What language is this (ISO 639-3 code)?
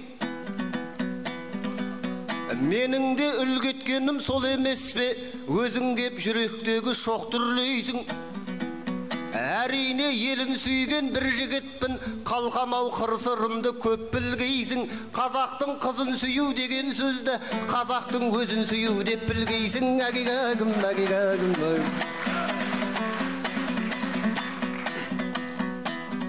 kaz